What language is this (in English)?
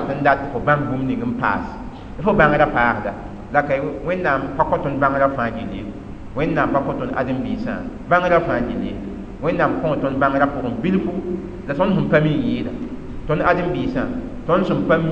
Mossi